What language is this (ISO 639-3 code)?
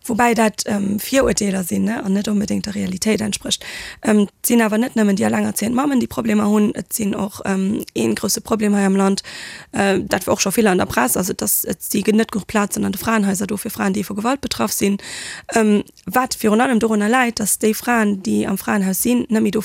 ltz